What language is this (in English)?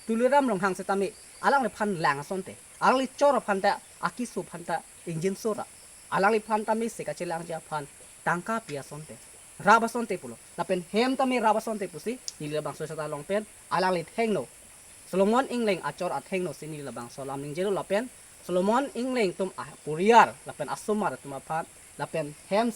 Karbi